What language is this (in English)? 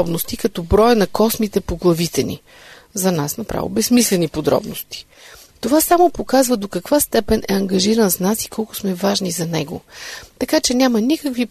Bulgarian